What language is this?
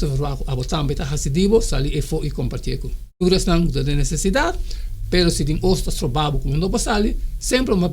Papiamento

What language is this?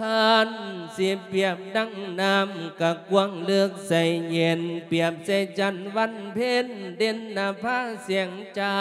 Lao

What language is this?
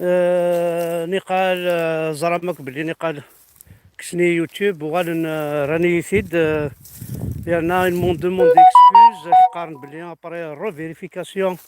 Kabyle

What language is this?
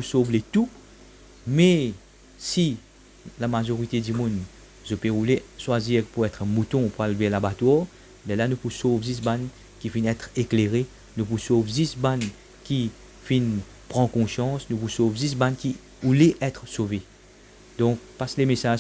Morisyen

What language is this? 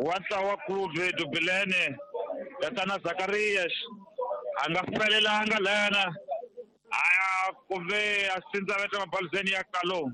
Tsonga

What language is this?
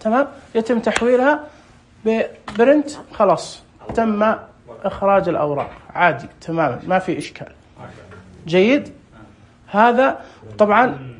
Najdi Arabic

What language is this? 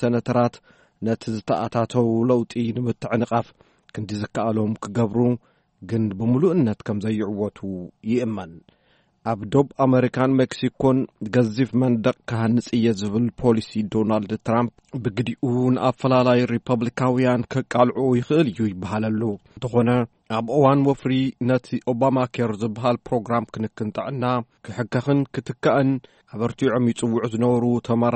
Tigrinya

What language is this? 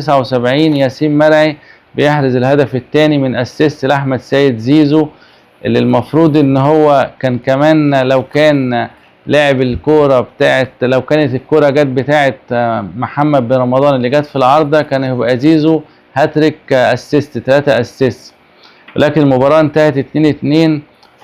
Egyptian Arabic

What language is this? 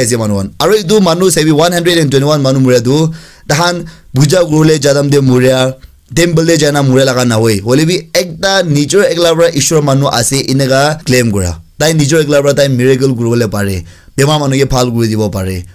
Naga Pidgin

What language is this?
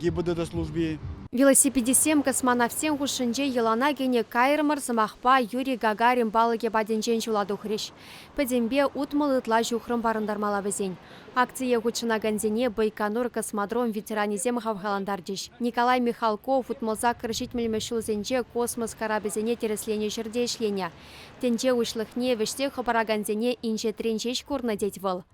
Chuvash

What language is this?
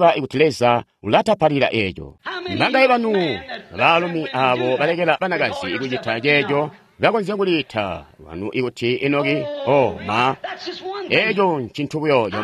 Tonga (Zambia)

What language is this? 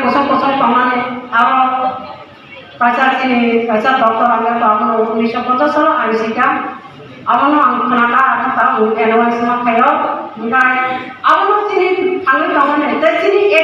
Kok Borok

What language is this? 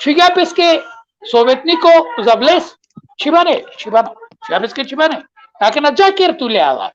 Balkan Romani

